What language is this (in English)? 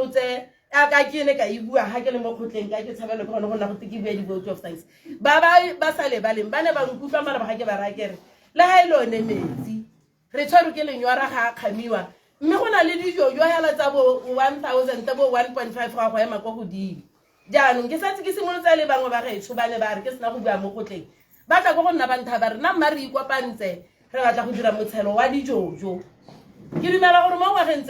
Tswana